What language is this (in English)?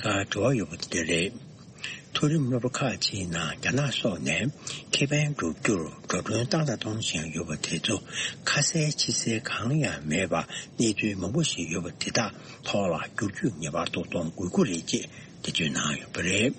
Tibetan